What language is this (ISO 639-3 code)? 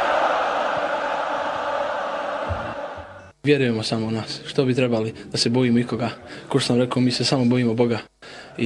bos